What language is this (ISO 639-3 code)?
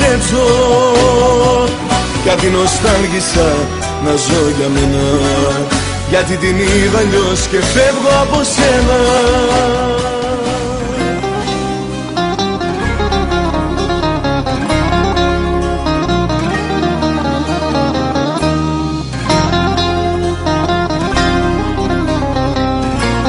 ell